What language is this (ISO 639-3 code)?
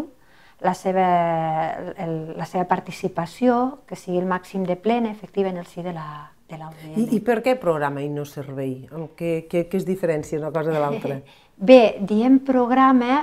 cat